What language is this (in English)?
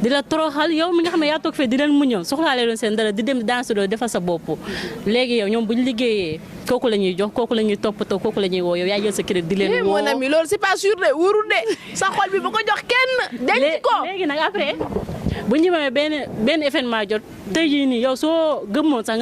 Wolof